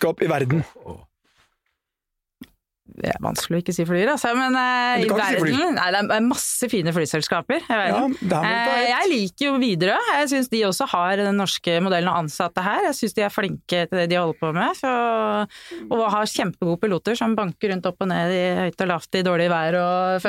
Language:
Norwegian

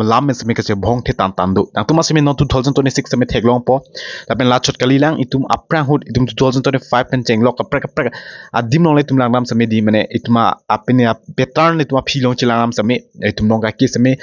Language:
Karbi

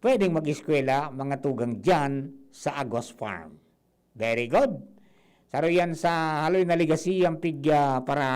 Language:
Bikol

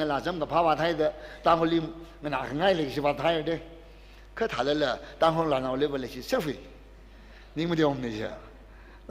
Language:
Tangkhul Naga (India)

